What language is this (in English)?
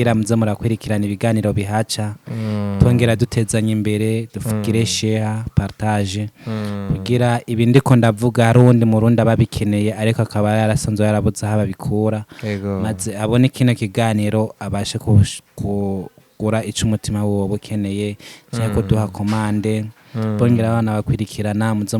Rundi